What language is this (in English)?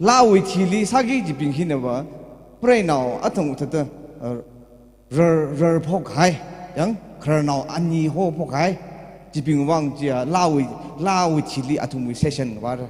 Tangkhul Naga (India)